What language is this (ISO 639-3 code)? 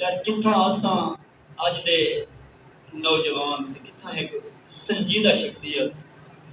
skr